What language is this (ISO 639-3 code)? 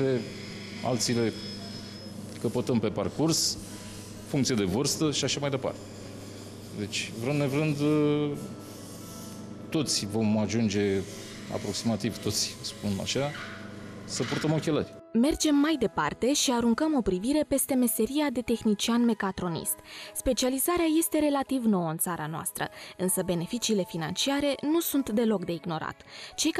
ron